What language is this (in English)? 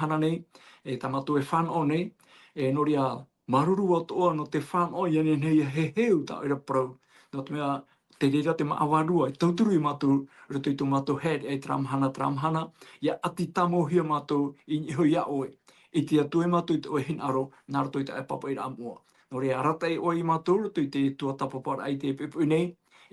Tahitian